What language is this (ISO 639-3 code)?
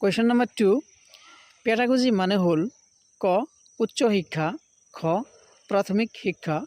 asm